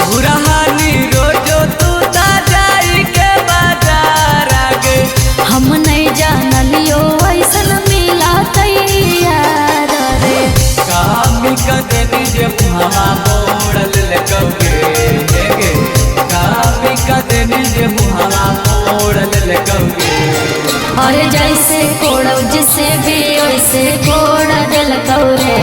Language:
Magahi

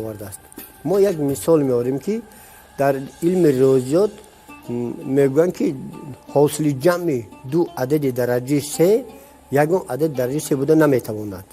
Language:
Tajik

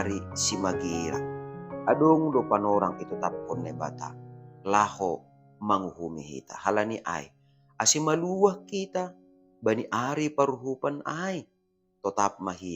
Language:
Batak Simalungun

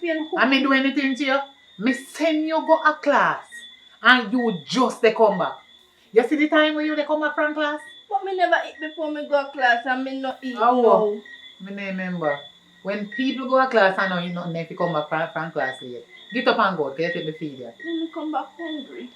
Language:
Jamaican Creole English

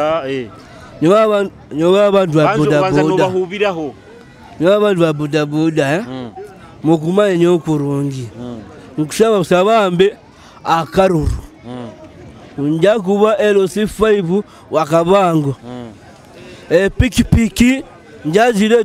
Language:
Nyoro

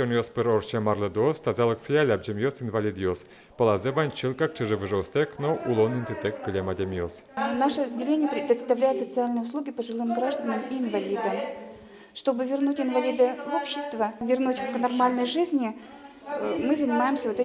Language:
Udmurt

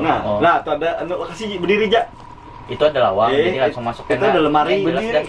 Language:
Banjar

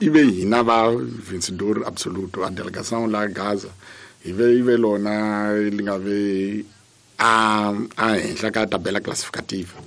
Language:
Tsonga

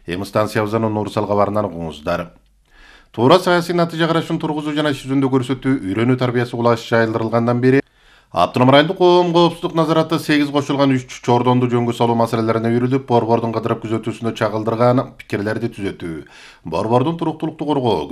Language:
Kyrgyz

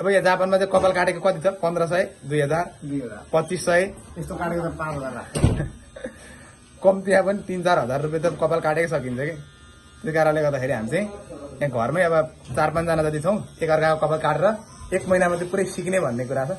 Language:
Nepali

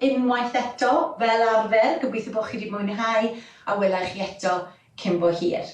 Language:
Welsh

